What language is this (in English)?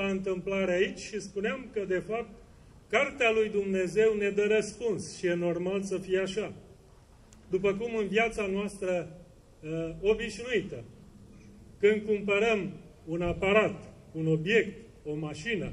Romanian